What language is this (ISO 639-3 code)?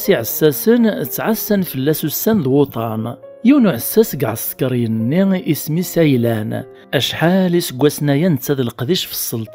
kab